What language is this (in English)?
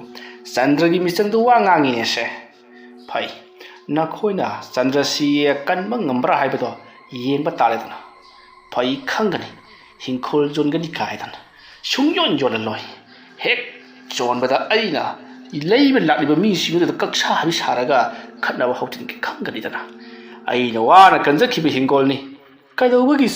Manipuri